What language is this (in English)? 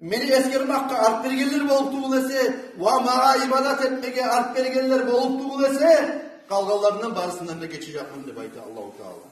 Kumyk